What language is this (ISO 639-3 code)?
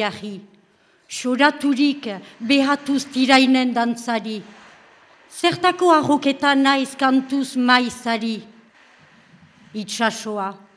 eus